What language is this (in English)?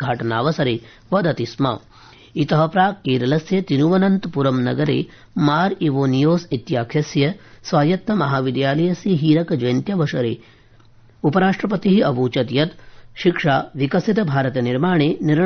Sanskrit